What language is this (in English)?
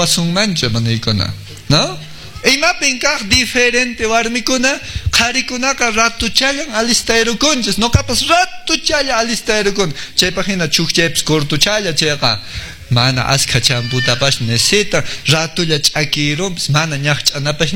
Quechua